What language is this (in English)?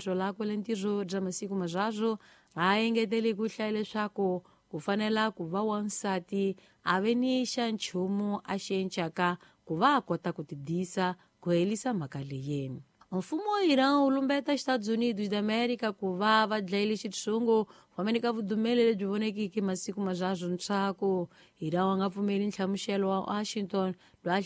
Tsonga